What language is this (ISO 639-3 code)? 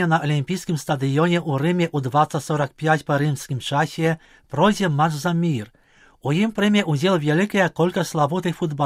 bel